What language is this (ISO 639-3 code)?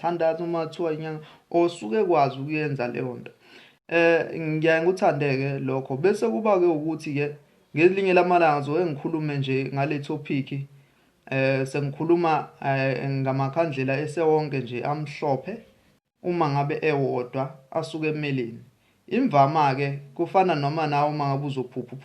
zul